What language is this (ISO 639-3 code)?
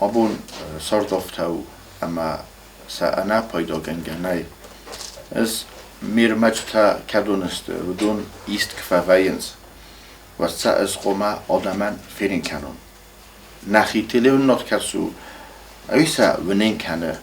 oss